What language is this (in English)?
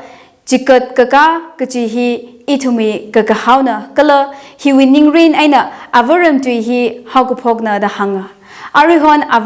Tangkhul Naga (India)